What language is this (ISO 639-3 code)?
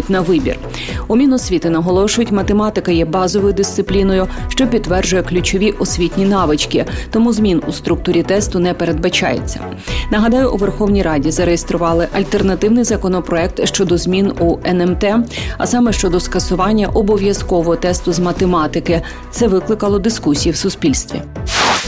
ukr